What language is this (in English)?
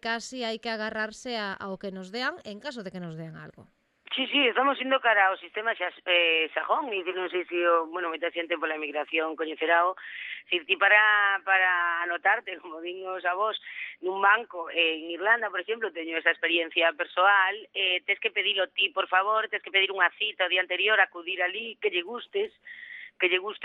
Galician